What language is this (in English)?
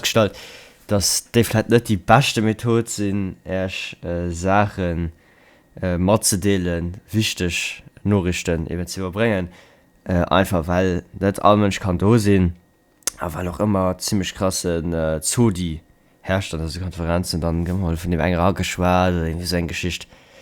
Luxembourgish